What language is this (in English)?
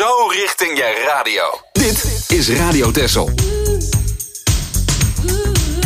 Dutch